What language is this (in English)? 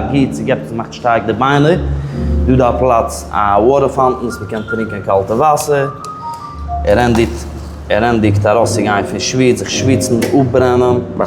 Yiddish